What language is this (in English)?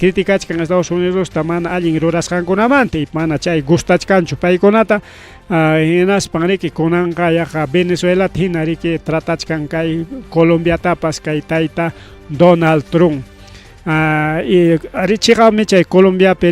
Ayacucho Quechua